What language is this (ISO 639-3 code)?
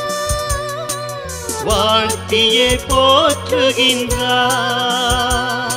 tam